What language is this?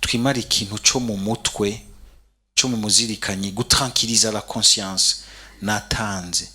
Rundi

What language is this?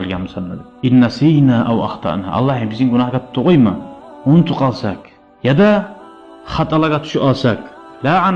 Kumyk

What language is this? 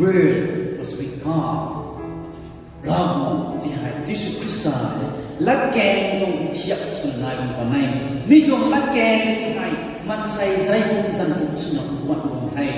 Rongmei Naga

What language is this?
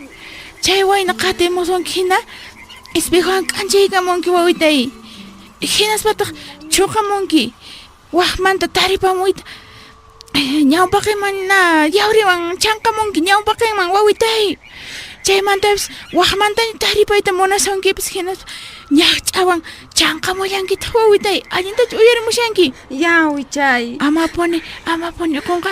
Quechua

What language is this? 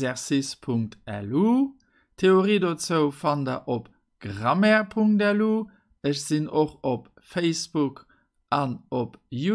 Luxembourgish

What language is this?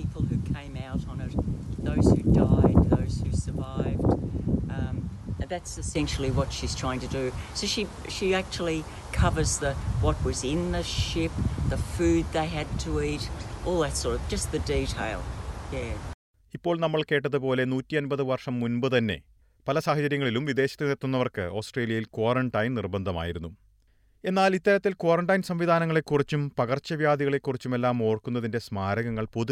Malayalam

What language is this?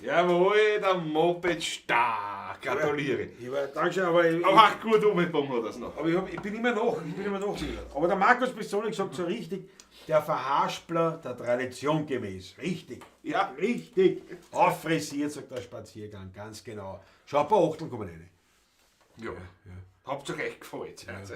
Bavarian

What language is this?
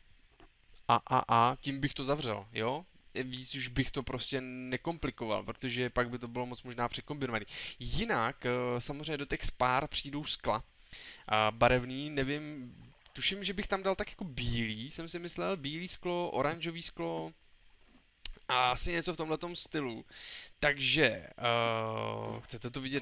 Czech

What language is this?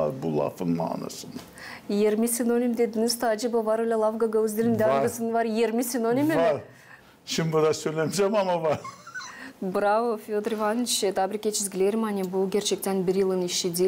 Gagauz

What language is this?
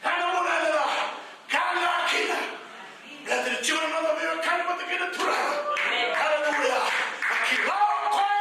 Fijian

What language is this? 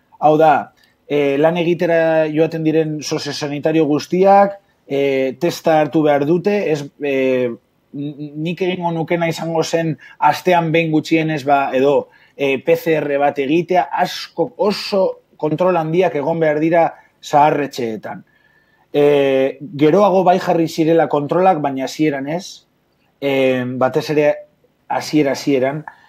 Basque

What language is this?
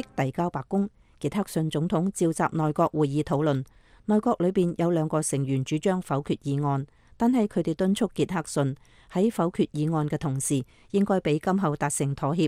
Cantonese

